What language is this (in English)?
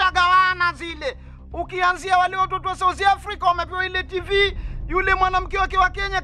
Swahili